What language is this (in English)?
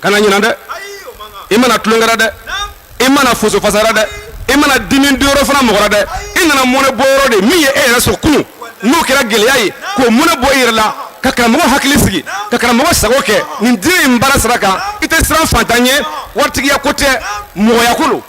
Bambara